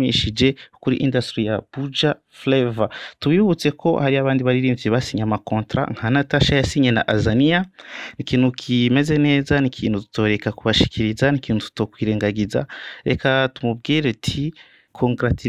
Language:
Rundi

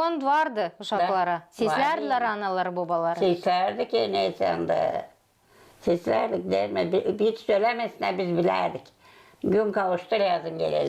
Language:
Gagauz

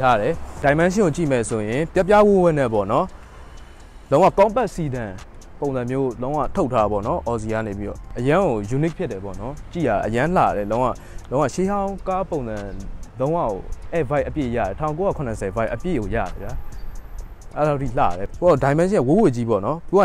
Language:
Burmese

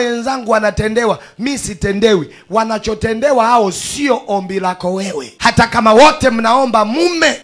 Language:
Swahili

